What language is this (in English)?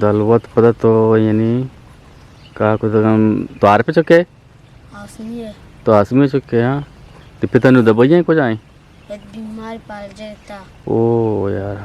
Eastern Balochi